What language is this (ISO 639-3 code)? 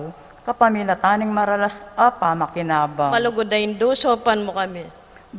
pam